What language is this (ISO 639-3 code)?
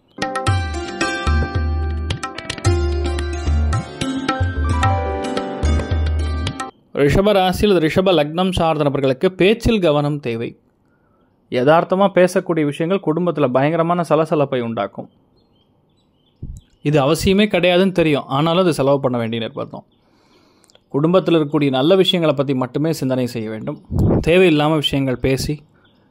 tam